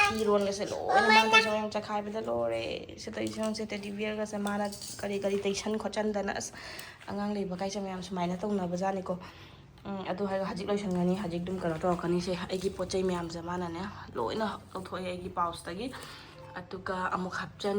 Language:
Manipuri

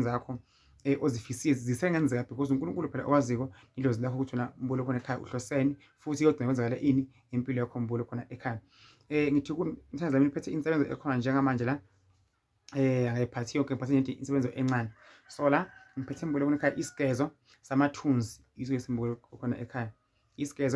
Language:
Zulu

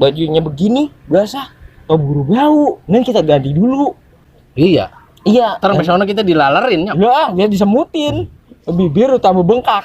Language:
Betawi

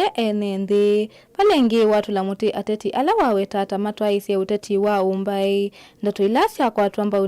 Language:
Kamba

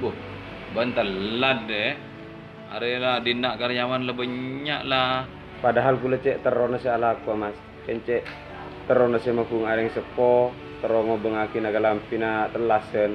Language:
Madurese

